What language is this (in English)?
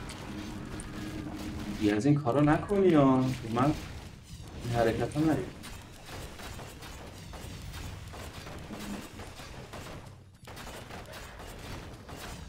Persian